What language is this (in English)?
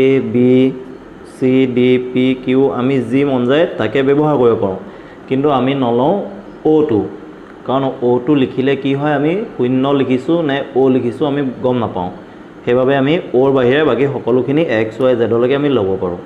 Assamese